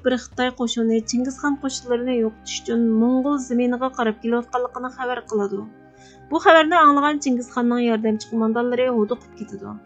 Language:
Uyghur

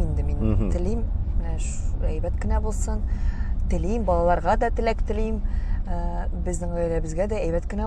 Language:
Tatar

